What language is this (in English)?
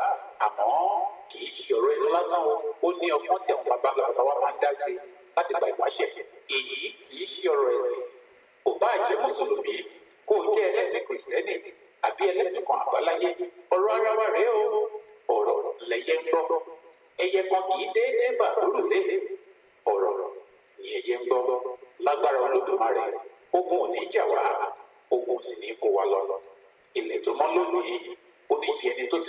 Yoruba